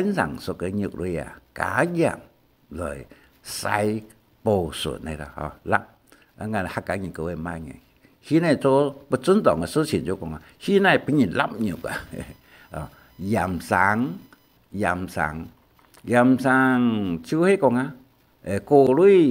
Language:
Hakka Chinese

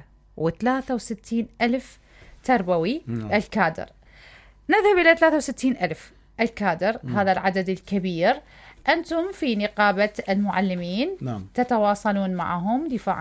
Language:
Mesopotamian Arabic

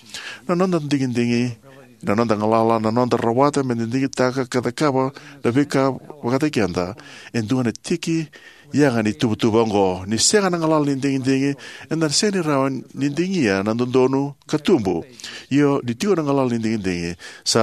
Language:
Fijian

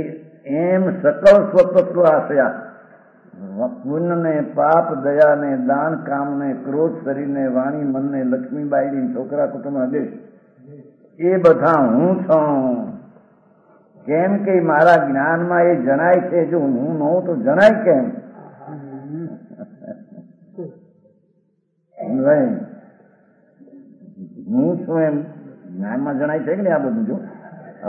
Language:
Gujarati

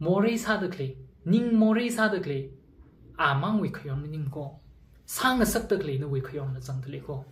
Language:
Tangkhul Naga (India)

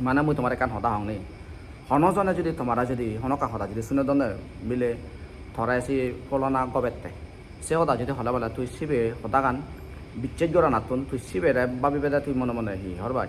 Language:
Chakma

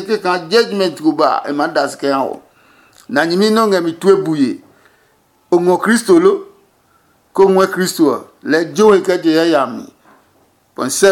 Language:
Adangme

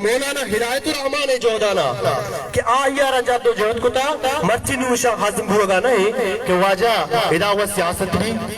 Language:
Baluchi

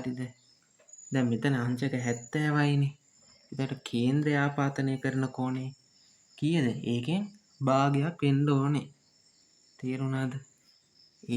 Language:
Sinhala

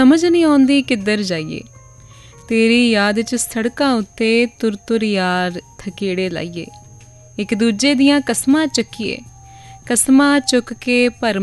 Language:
Punjabi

